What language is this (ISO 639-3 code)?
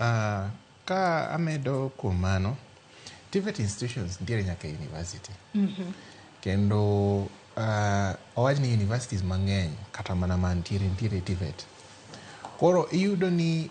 luo